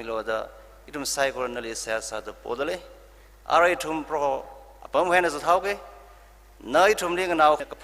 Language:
Tangkhul Naga (India)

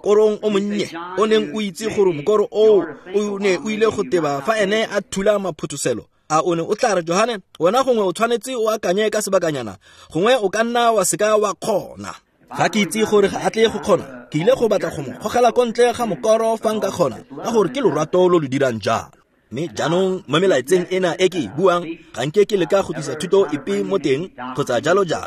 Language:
Tswana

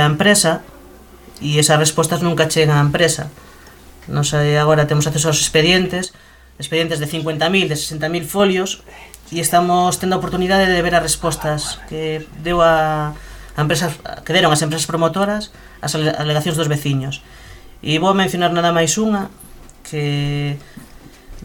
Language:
Galician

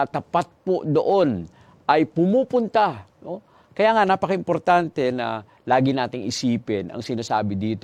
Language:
Filipino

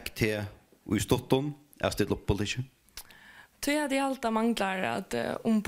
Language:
Faroese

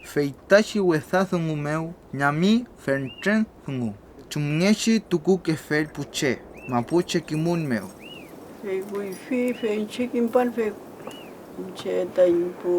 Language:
Mapuche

